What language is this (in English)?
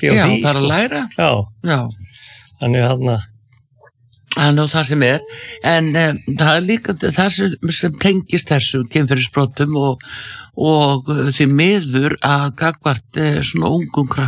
Icelandic